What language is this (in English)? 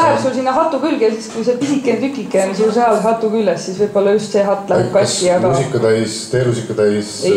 Estonian